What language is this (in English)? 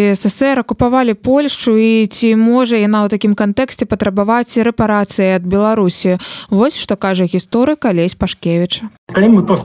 Belarusian